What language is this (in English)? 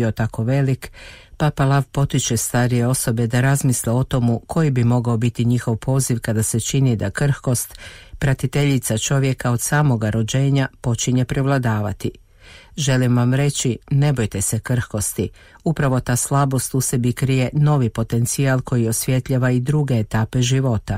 Croatian